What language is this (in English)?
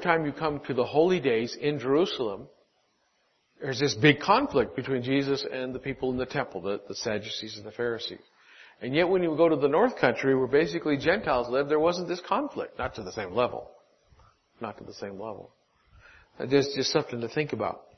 English